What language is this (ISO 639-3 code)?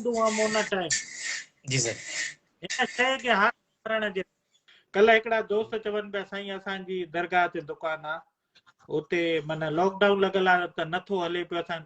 snd